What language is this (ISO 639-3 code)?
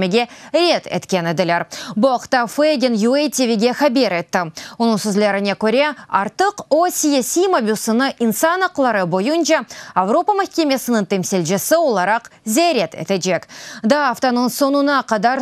crh